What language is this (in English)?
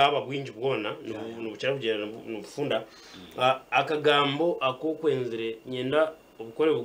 Nyankole